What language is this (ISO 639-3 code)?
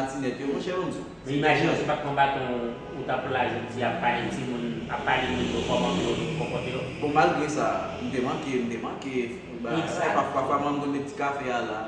hat